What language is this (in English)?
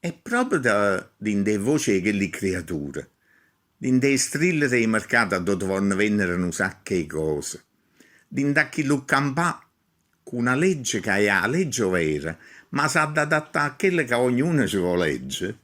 Neapolitan